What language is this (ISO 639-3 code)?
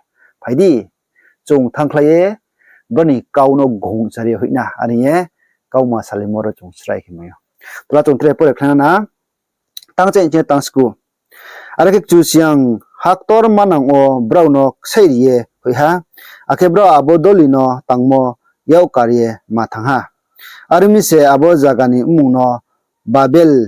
ria